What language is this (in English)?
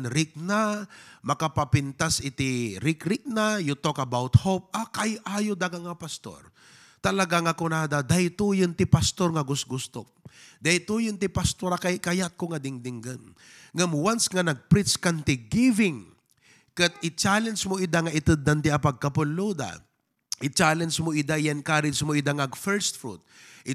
Iloko